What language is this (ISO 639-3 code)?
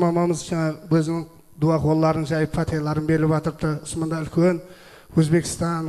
kaa